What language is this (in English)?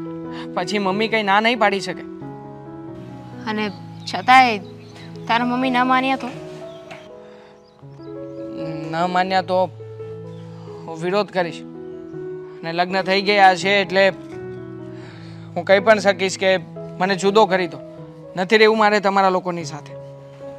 Gujarati